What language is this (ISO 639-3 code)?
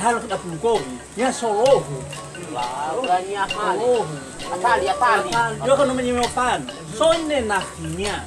nia